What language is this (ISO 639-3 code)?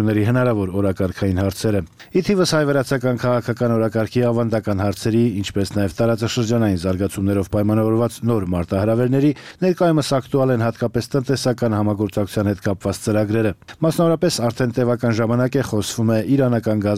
hye